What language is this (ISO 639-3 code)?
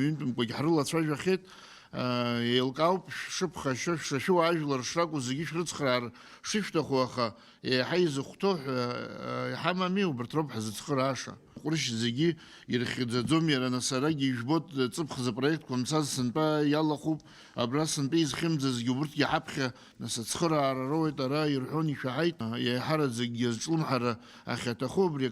abk